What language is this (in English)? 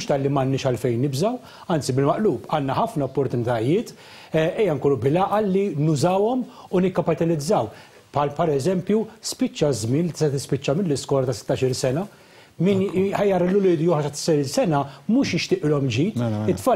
Maltese